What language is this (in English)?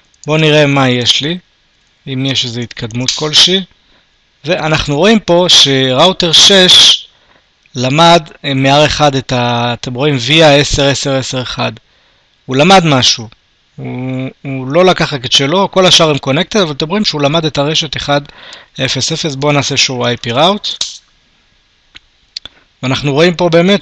Hebrew